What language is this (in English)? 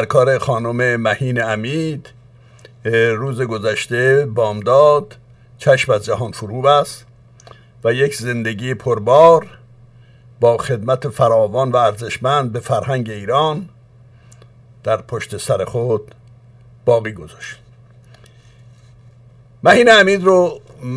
Persian